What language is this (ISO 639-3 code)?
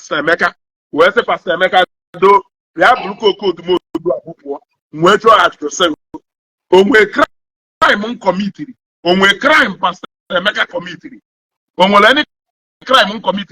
ibo